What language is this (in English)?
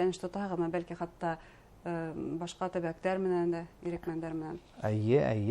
Bashkir